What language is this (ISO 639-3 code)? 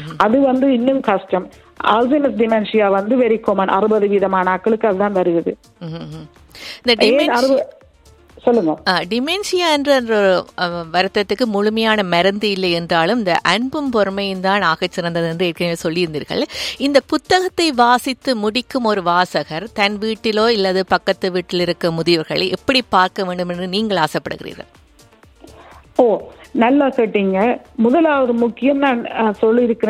tam